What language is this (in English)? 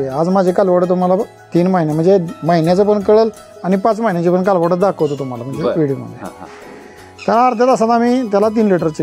Marathi